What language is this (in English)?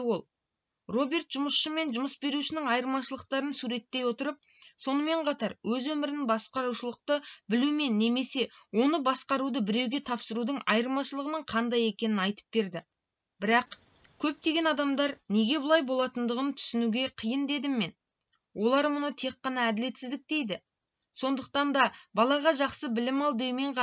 Kazakh